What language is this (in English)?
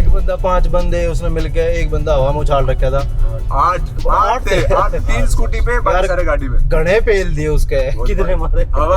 Haryanvi